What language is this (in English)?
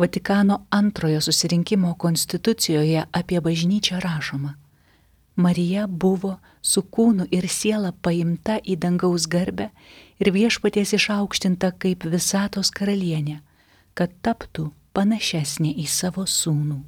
Lithuanian